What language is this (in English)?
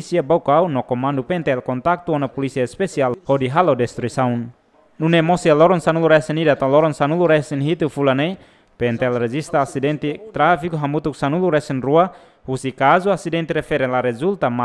Tetum